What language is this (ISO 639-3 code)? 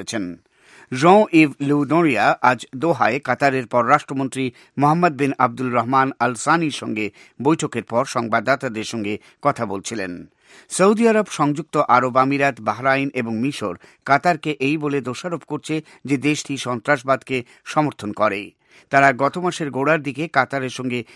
ben